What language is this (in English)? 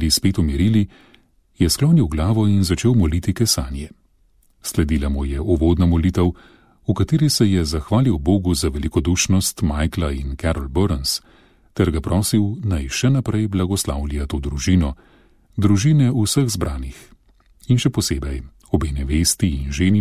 Slovenian